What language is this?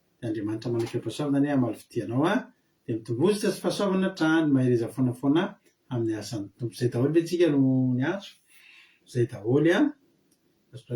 Malagasy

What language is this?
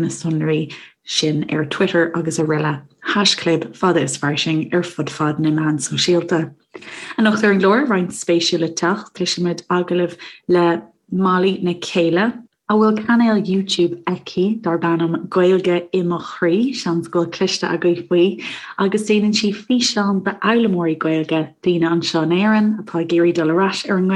Irish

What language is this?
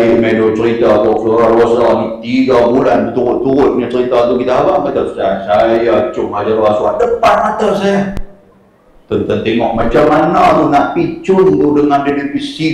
Malay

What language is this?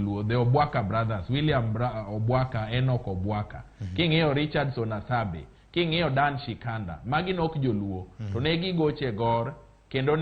Luo (Kenya and Tanzania)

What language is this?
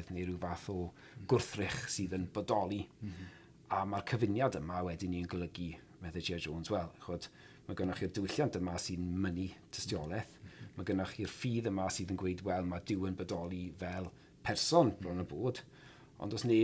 Welsh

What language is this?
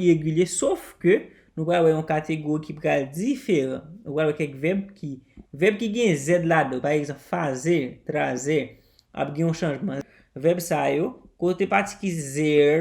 Haitian Creole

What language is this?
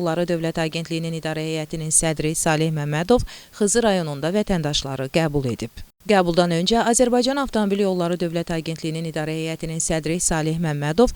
Azerbaijani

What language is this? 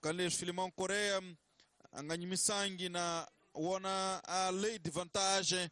Tsonga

